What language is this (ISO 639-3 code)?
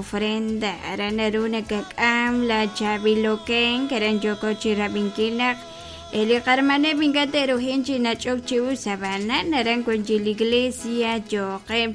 kek